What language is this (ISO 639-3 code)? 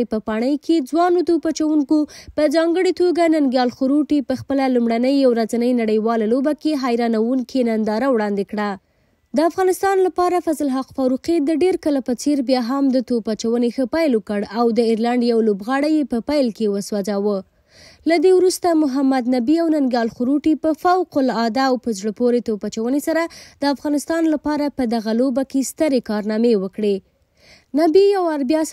pus